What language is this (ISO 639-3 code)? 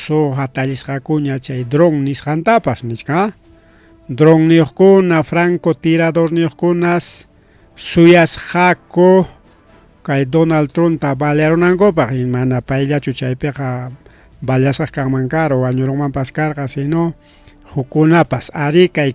quy